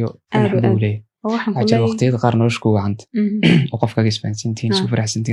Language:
Somali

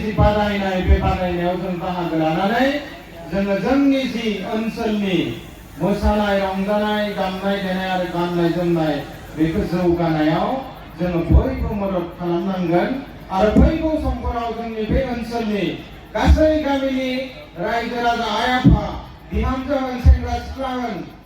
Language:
Bodo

